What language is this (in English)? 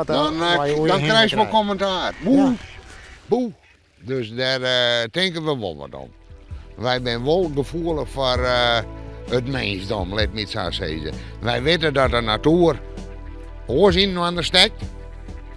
Western Frisian